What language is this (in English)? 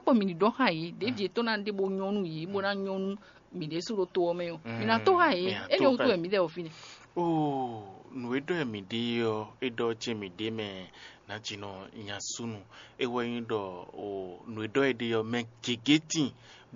Fon